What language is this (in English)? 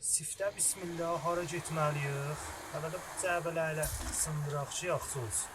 South Azerbaijani